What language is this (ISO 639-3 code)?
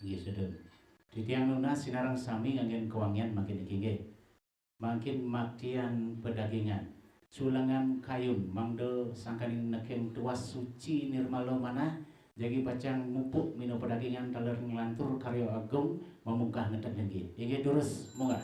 ban